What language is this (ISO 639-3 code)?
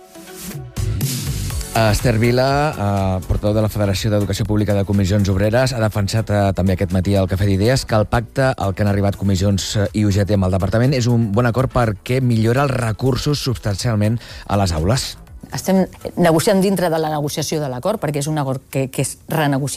cat